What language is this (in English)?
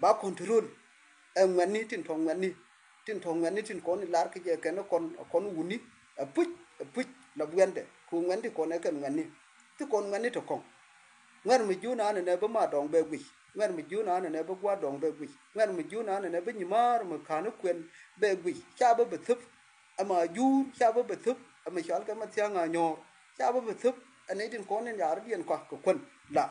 Nuer